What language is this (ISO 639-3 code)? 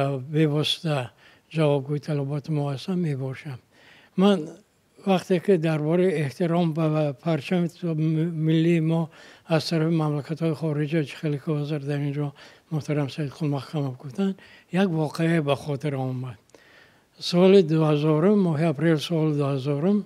tgk